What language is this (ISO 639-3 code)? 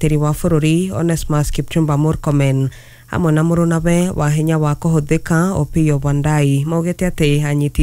kik